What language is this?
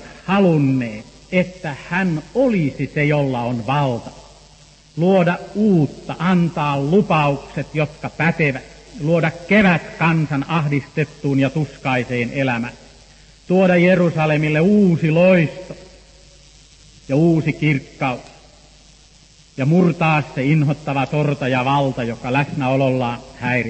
Finnish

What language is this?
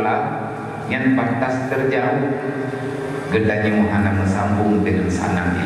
Achinese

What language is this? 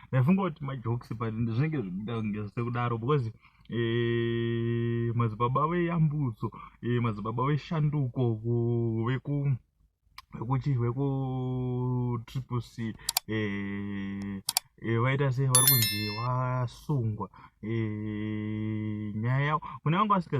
Shona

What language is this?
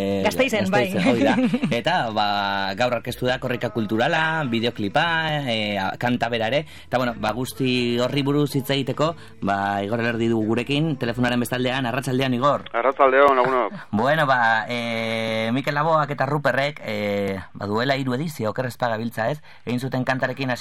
Basque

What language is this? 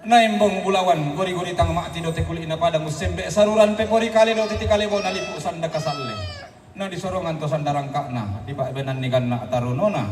Toraja-Sa'dan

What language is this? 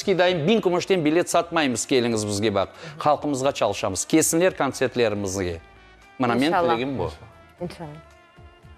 Kazakh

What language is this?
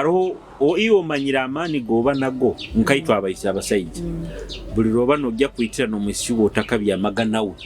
Nyoro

